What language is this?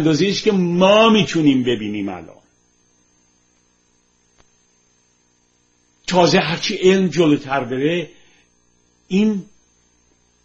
Persian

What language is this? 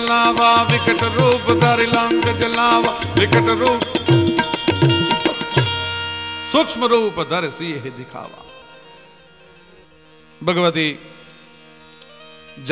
Gujarati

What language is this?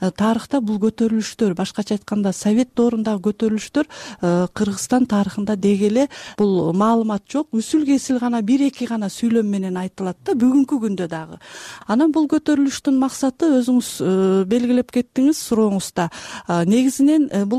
Kyrgyz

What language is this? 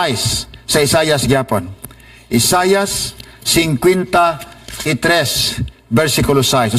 Cebuano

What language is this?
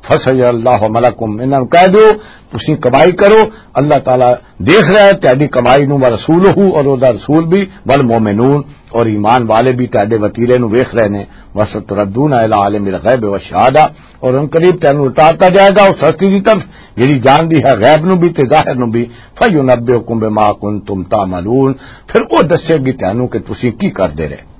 Western Panjabi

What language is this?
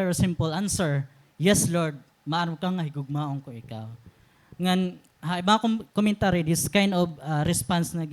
Waray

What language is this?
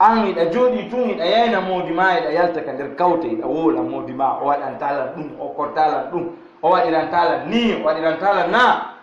Fula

